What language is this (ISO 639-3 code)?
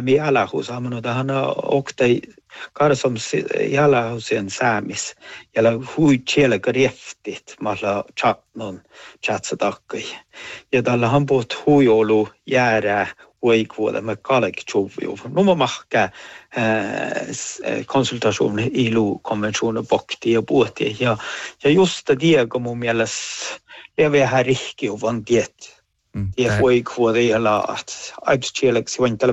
sme